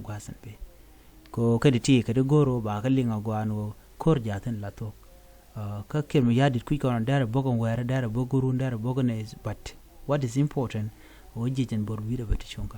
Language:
Nuer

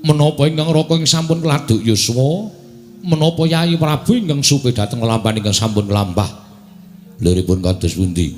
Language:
Javanese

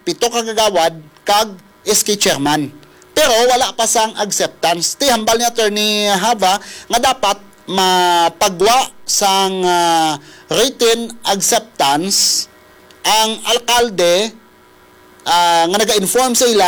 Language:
Hiligaynon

